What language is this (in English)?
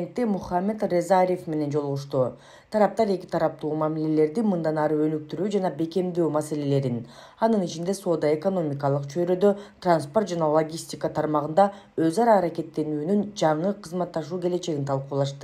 Kyrgyz